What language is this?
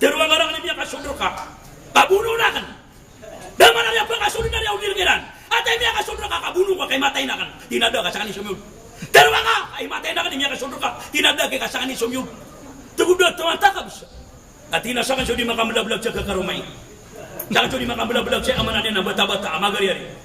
Maranao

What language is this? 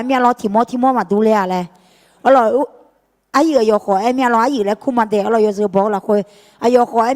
Akha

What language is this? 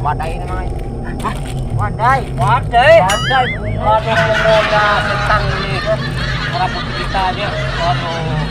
Banjar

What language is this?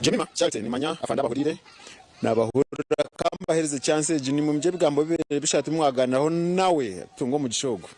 Nyankole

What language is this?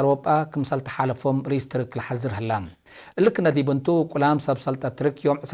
Tigre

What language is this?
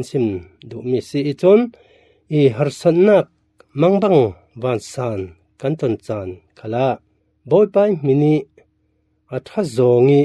Falam Chin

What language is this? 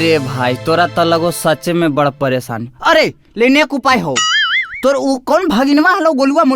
Magahi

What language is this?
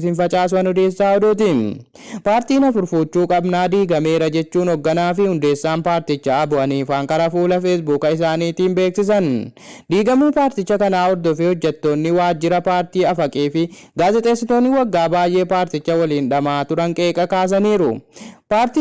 Oromo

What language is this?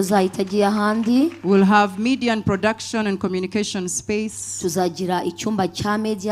Kinyarwanda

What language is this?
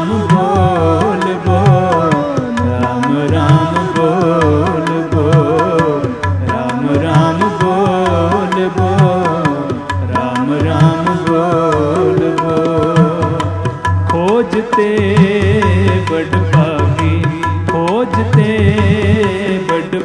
Hindi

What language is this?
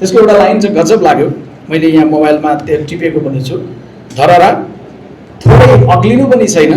Nepali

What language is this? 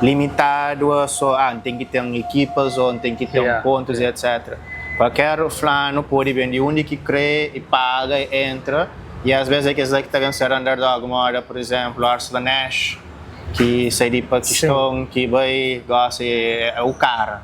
Kabuverdianu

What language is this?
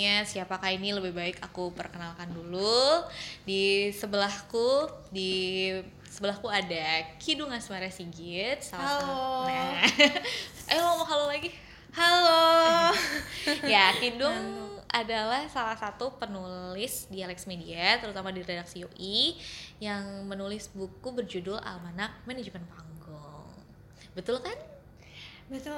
Indonesian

